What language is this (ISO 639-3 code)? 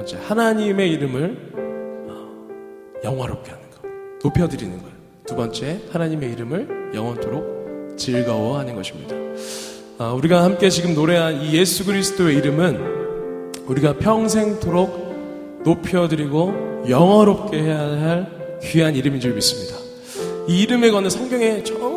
kor